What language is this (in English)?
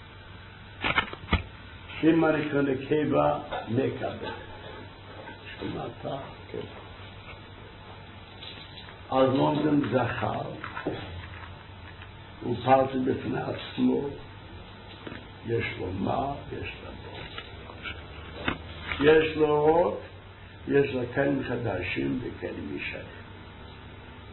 Hebrew